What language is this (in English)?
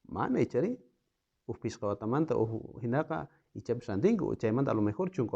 South Bolivian Quechua